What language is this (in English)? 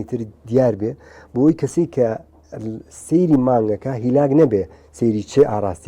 Central Kurdish